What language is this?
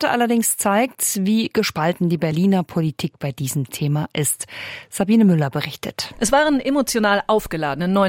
German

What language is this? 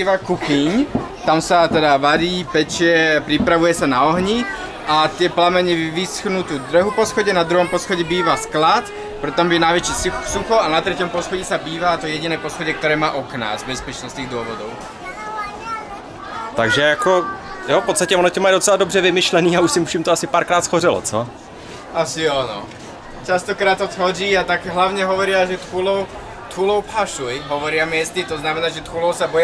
Czech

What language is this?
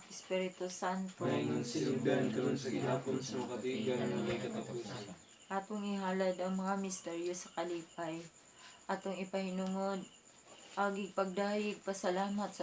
Cebuano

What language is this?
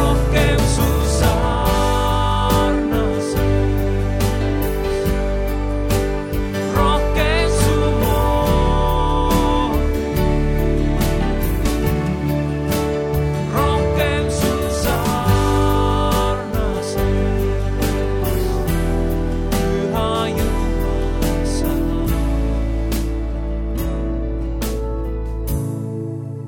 Estonian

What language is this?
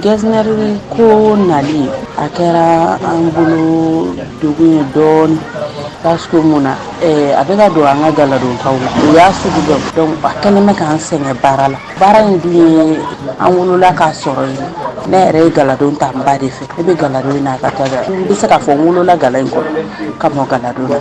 Bambara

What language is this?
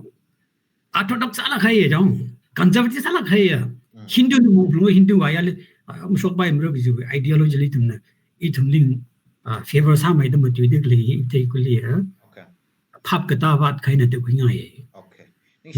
Tangkhul Naga (India)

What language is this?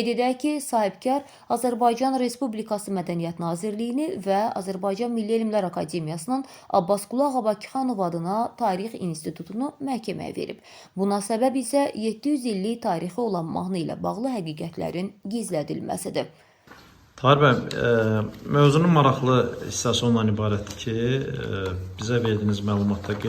Azerbaijani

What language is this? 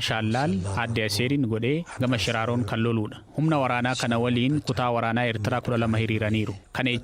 Oromo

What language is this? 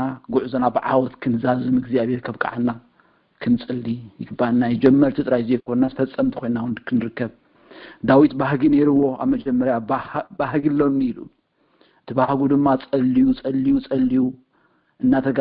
Tigrinya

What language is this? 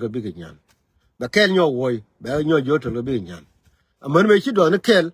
Nuer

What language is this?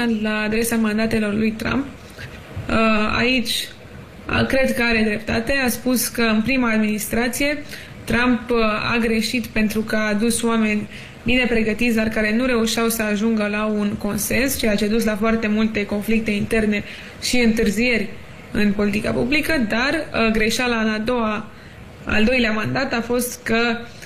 Romanian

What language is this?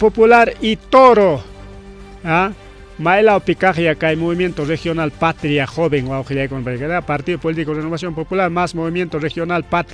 Ayacucho Quechua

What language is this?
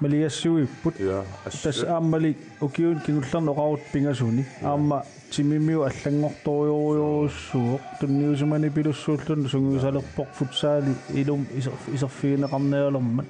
Kalaallisut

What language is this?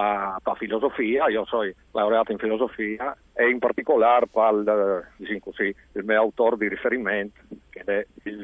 Friulian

